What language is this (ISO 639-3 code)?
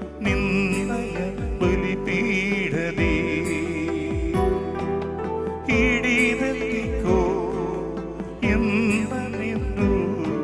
kan